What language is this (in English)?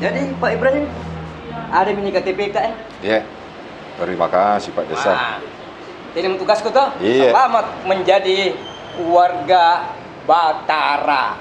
Makassar Malay